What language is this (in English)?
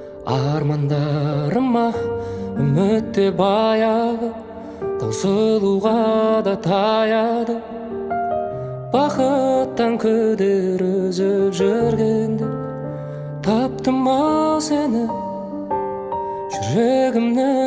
Kazakh